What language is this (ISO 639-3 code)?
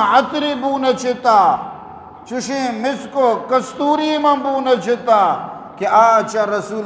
bgp